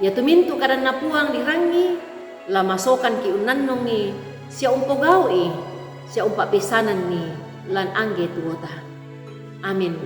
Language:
Toraja-Sa'dan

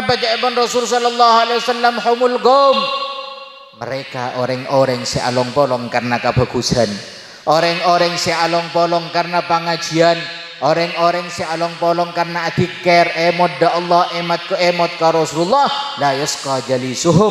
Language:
Madurese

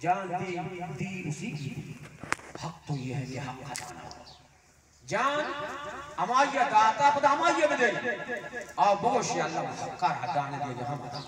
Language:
Baluchi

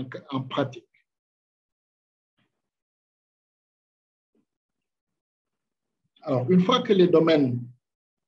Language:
French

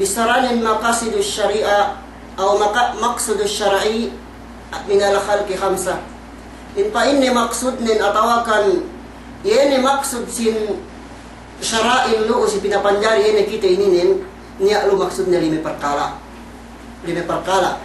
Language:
Yakan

